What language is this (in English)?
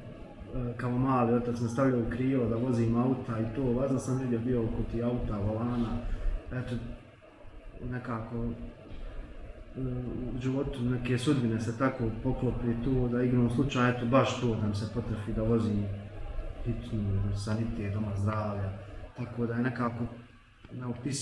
Bosnian